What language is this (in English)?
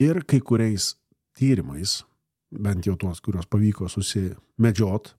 Lithuanian